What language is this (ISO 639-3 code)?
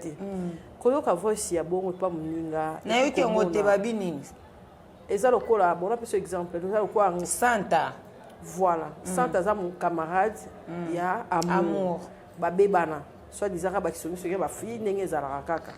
lin